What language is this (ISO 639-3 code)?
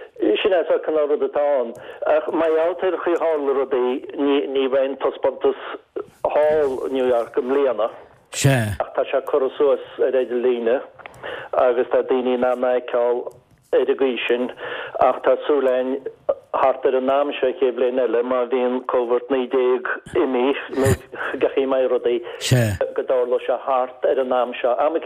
gle